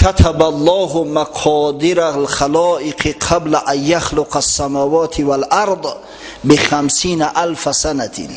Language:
Tajik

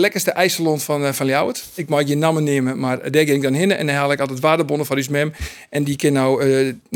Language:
Western Frisian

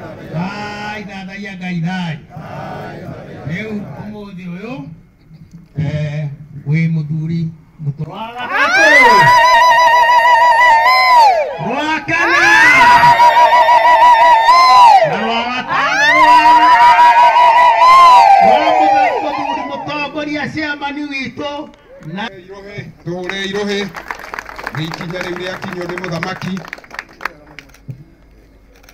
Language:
Kikuyu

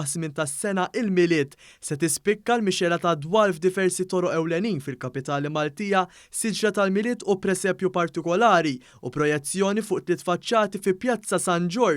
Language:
Maltese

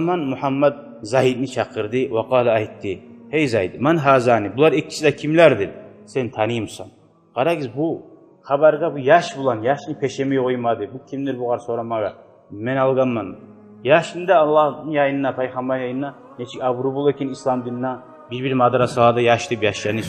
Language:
Kumyk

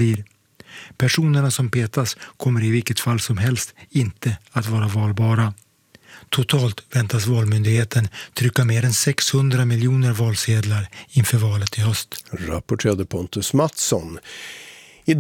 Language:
Swedish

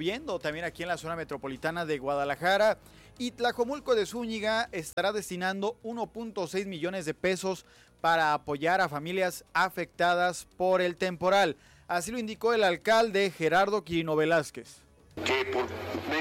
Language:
Spanish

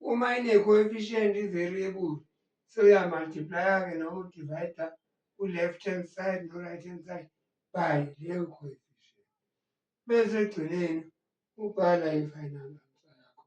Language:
Zulu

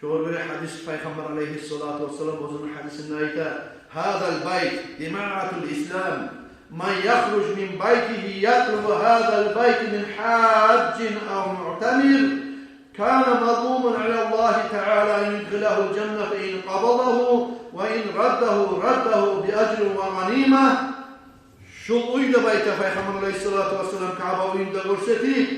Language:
Kumyk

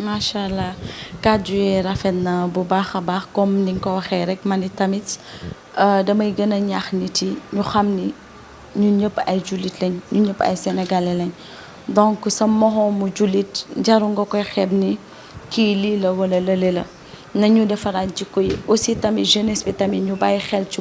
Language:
Wolof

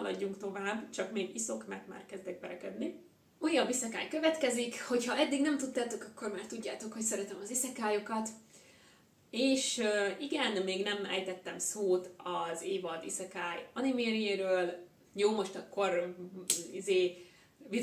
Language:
Hungarian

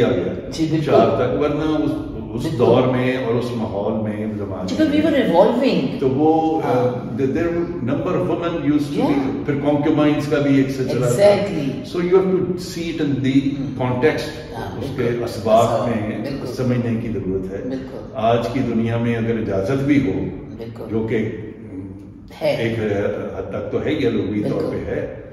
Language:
Urdu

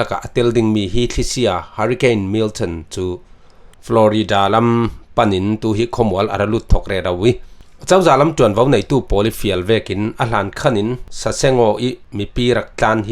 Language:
Falam Chin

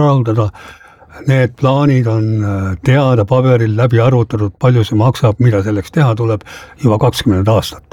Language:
Estonian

